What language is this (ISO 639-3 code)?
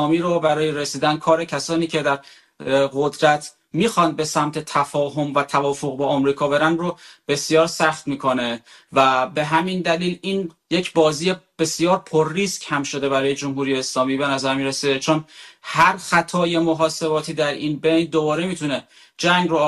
fas